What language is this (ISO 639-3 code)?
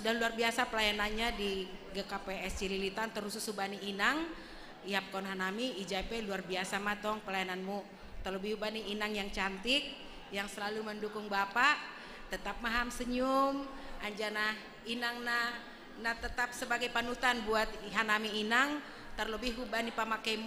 bts